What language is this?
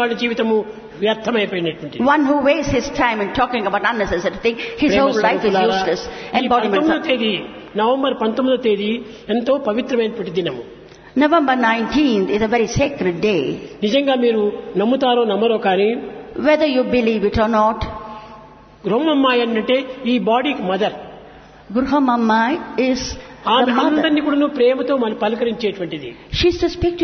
Telugu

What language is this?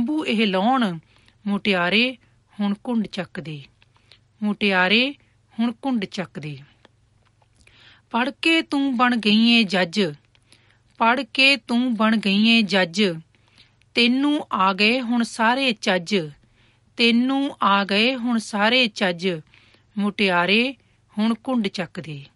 Punjabi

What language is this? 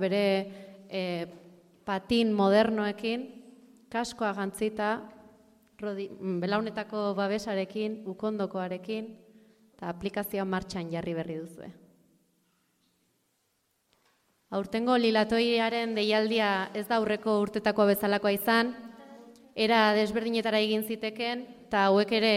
Basque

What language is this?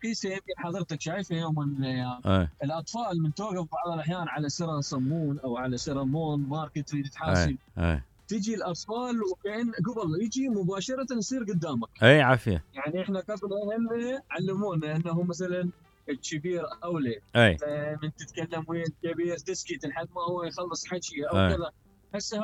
Mesopotamian Arabic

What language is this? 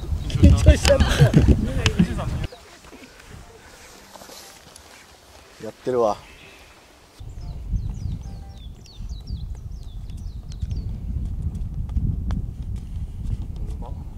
Japanese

